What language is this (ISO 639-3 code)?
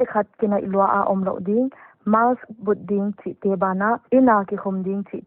pck